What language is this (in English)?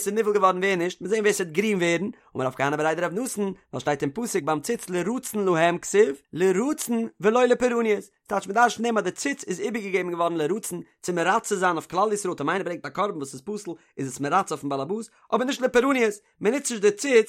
Yiddish